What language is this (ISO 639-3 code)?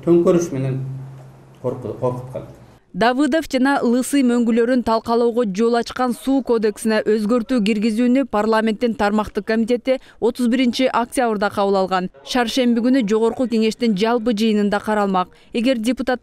kir